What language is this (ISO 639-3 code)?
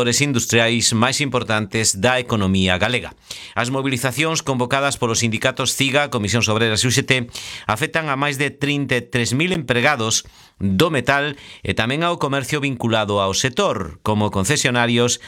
glg